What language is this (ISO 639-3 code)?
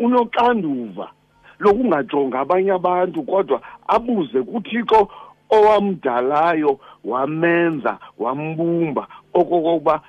xho